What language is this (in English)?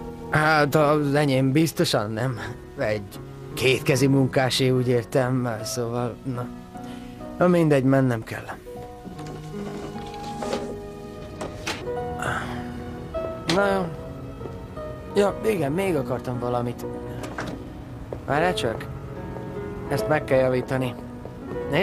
Hungarian